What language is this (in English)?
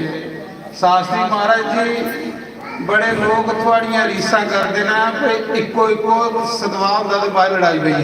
Dogri